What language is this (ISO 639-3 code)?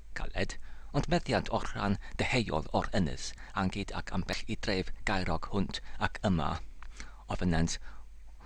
cym